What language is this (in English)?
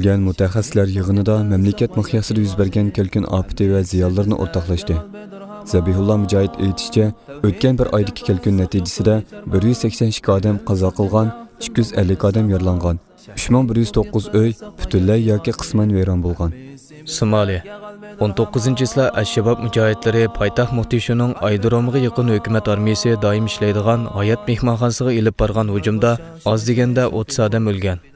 Uyghur